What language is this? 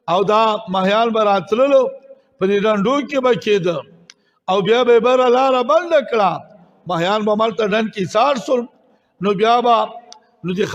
Pashto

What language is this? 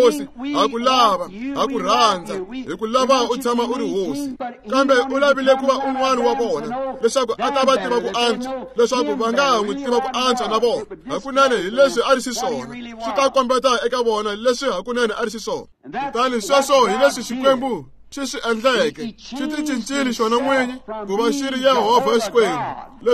Tsonga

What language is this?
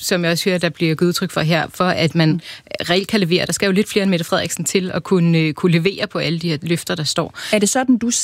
Danish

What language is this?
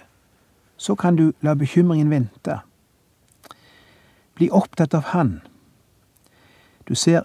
Norwegian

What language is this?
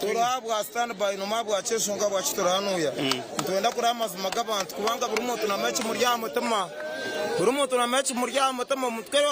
Nyankole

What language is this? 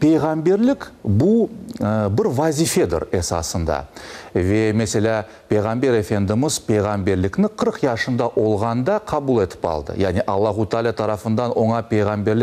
Crimean Tatar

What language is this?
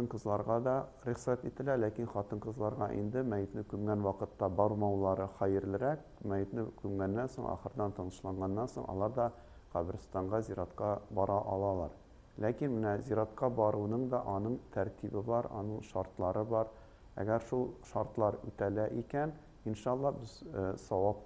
Tatar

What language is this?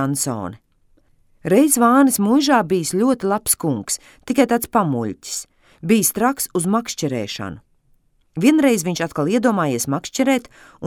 Latvian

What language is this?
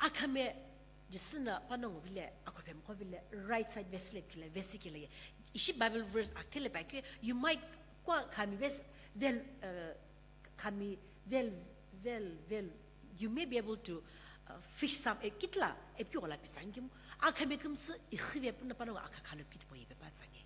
Sumi Naga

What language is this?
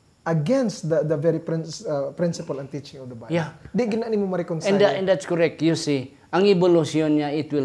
Hiligaynon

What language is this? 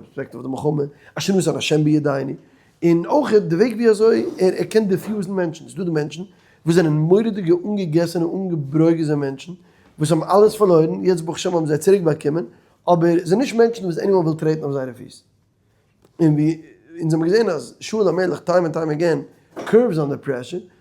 Yiddish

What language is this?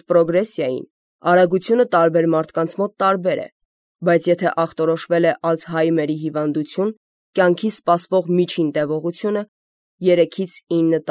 Armenian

